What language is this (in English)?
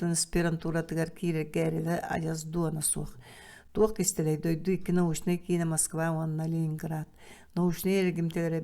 Yakut